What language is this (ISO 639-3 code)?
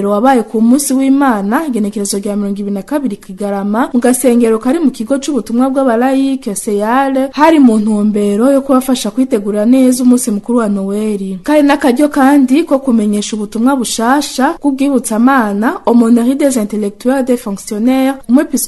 run